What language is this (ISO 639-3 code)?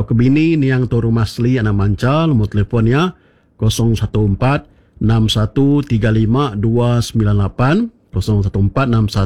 iba